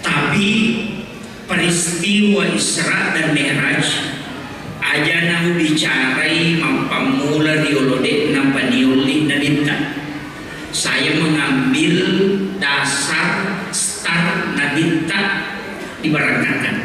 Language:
Buginese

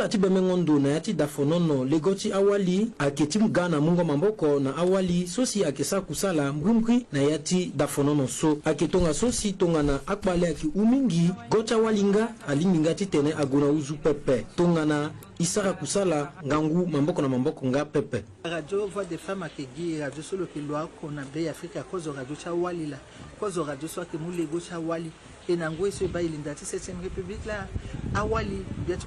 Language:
Sango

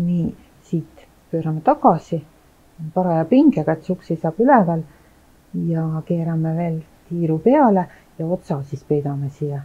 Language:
Estonian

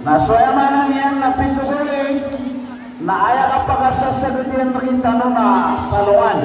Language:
Maranao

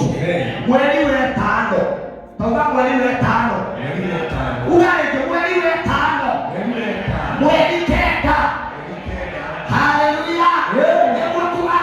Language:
Kikuyu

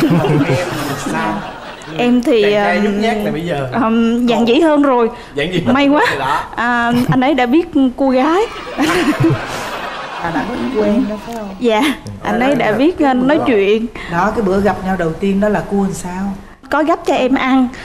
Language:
Vietnamese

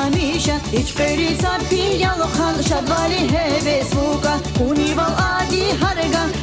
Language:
Tabassaran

